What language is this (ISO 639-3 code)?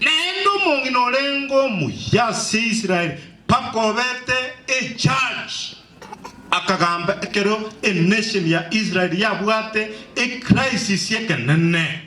guz